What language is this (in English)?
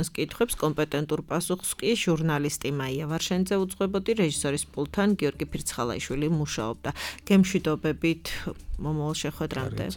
Georgian